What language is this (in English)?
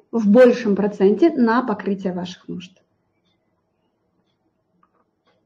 Russian